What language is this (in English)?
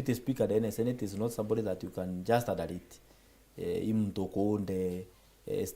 Meru